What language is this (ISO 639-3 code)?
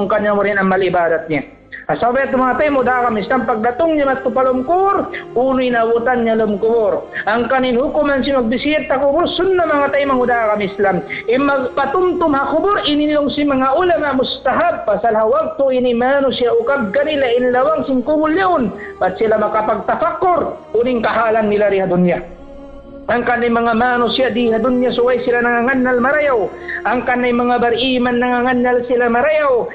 tsg